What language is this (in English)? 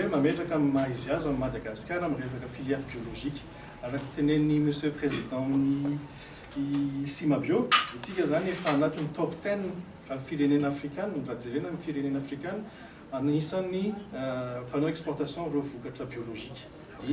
Malagasy